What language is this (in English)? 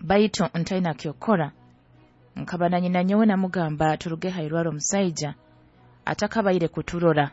Nyoro